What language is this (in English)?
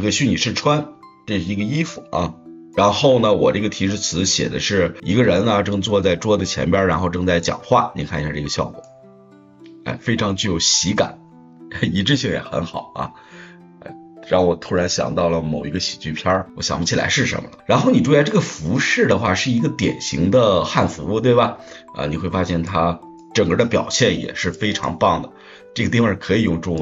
Chinese